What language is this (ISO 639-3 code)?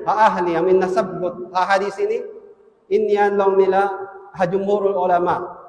tsg